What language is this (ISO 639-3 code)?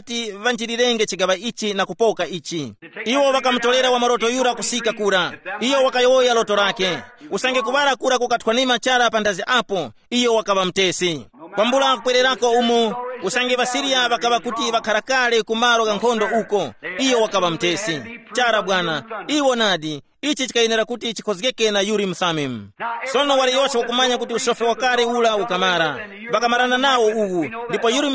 tum